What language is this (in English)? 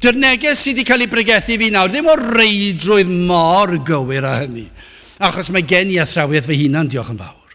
Welsh